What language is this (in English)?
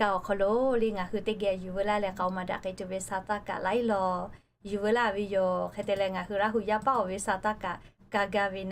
Lahu